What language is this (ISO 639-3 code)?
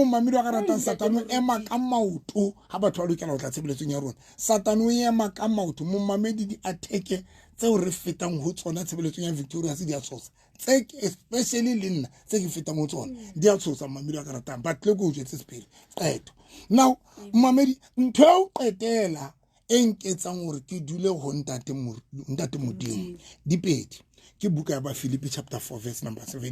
sot